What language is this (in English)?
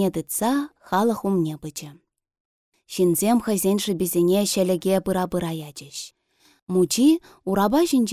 Chuvash